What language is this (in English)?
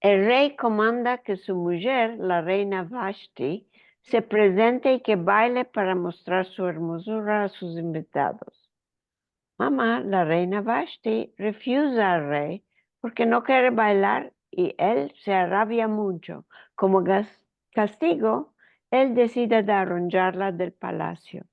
Ladino